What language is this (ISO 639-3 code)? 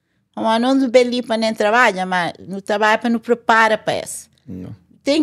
kea